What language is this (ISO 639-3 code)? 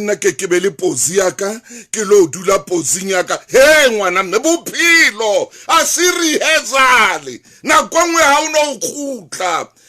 sot